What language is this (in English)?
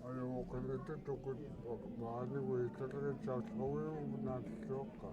Central Yupik